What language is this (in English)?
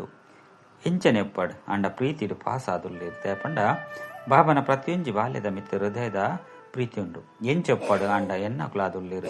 Tulu